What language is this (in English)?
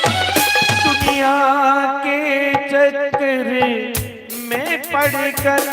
Dogri